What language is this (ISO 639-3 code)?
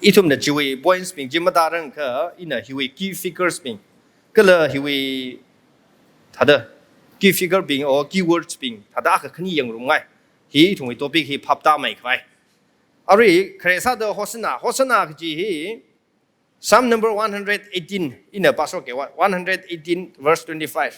nmf